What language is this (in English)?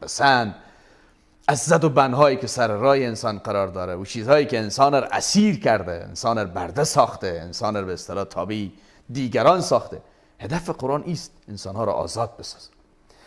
Persian